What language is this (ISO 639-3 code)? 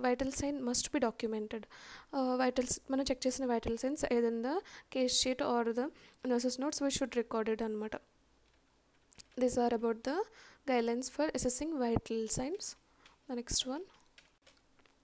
tel